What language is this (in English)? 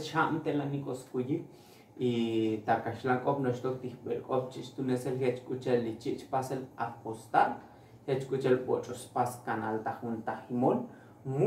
Tzotzil